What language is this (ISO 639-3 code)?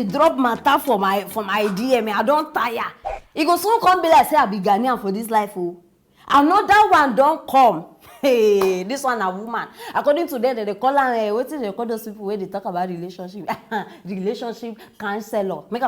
pcm